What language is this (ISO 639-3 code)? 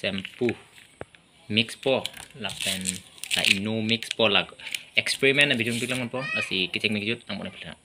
mjw